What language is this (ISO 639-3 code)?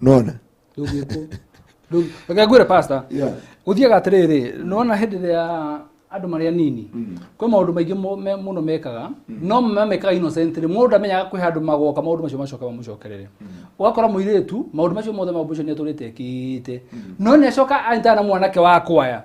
kik